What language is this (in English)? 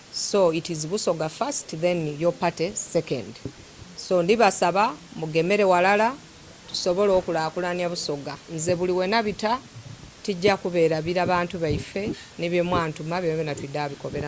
Soga